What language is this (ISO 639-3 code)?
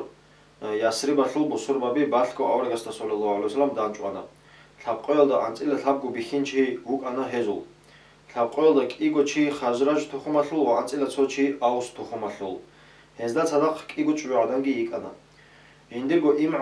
ava